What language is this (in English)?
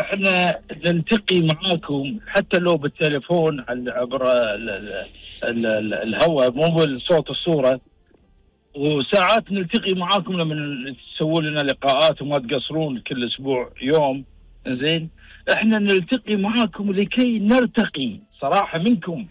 Gulf Arabic